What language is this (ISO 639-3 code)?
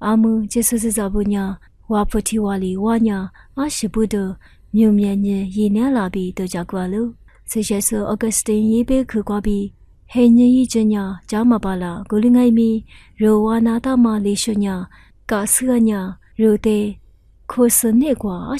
lis